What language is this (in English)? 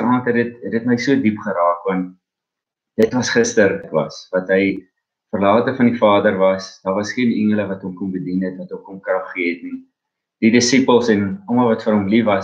Afrikaans